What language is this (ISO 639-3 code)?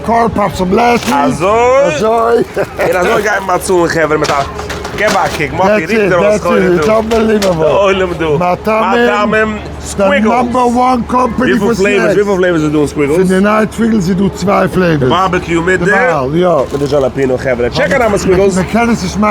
yid